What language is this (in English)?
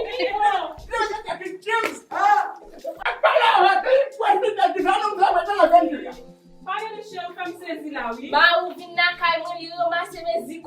Haitian Creole